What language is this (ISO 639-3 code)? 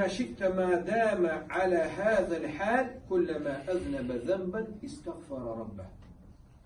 che